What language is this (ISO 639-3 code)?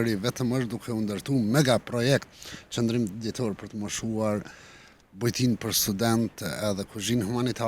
sqi